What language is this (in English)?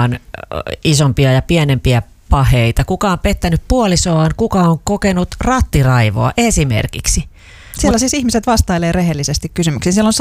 Finnish